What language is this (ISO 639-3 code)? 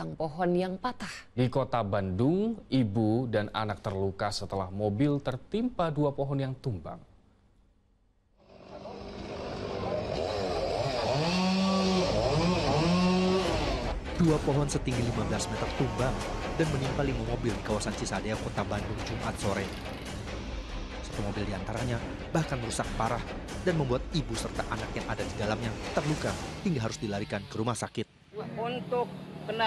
ind